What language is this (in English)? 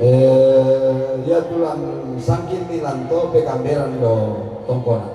Toraja-Sa'dan